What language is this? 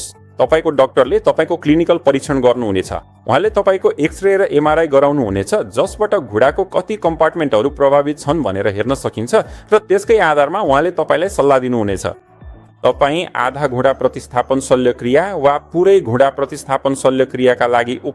Nepali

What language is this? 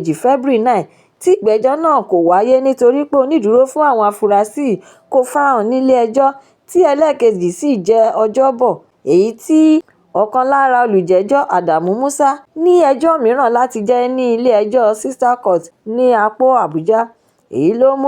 Yoruba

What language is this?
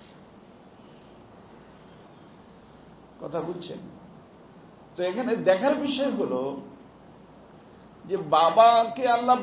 Bangla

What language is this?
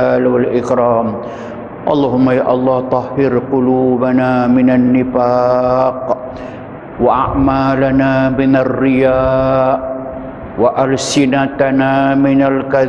Malay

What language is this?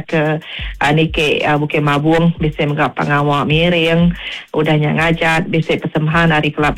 Iban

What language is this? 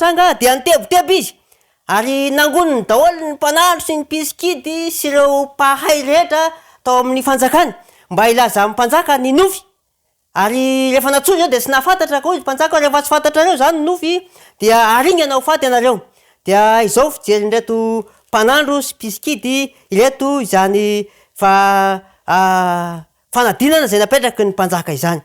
Malagasy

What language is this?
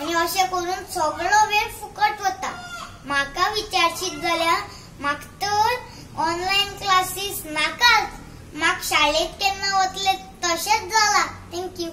Konkani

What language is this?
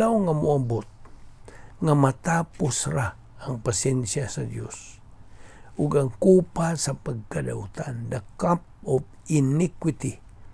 Cebuano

